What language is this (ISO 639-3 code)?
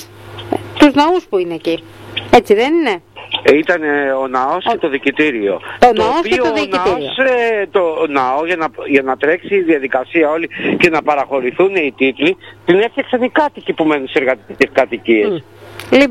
ell